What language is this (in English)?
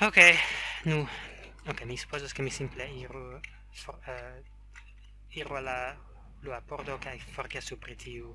Esperanto